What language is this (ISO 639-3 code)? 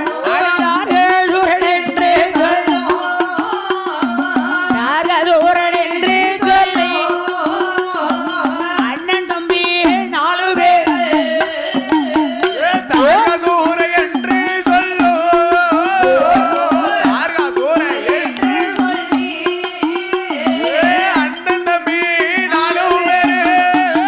tam